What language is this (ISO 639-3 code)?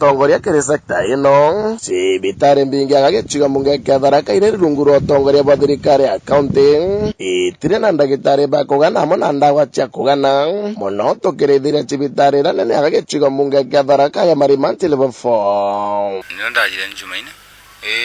mer